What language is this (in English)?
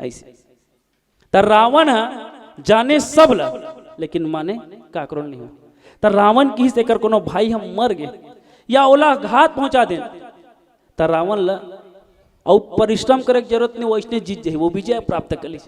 Chhattisgarhi